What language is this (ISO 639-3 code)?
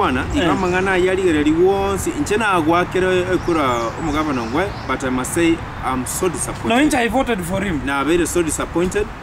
guz